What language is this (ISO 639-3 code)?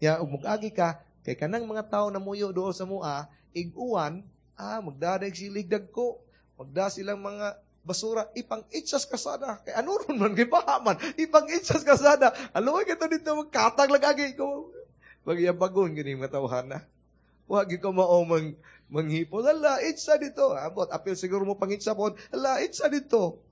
ceb